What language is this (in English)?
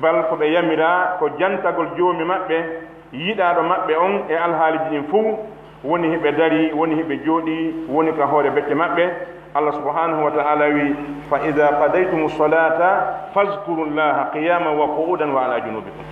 Pular